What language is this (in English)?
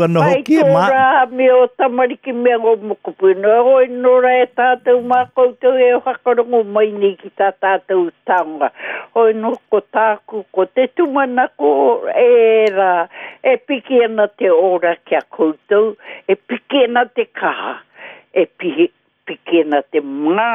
Māori